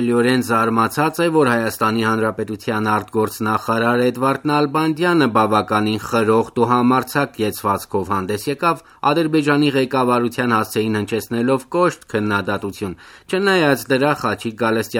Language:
Armenian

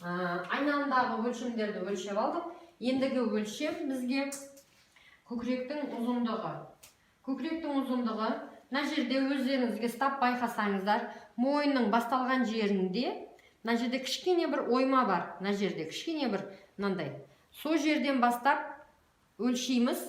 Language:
Kazakh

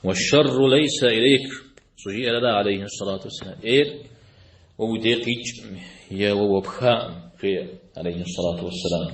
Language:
Kabardian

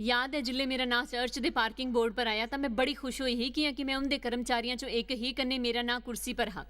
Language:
Dogri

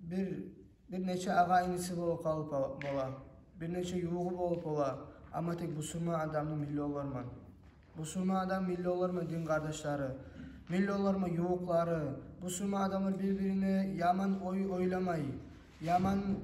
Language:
Kumyk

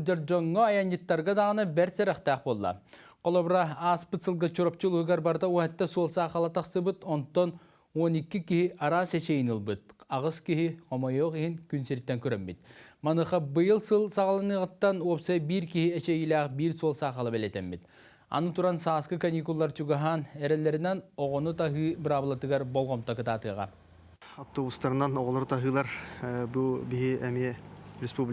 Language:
Yakut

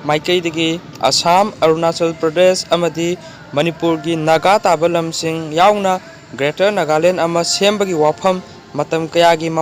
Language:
Manipuri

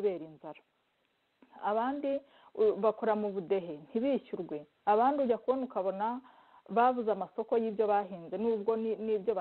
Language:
Kinyarwanda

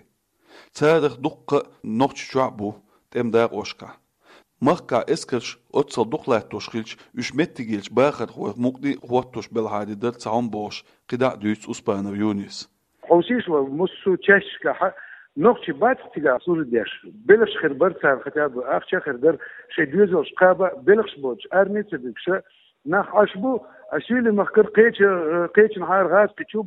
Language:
Chechen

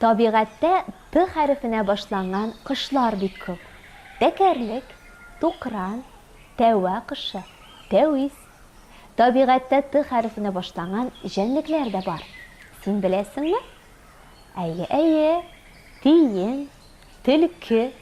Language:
Tatar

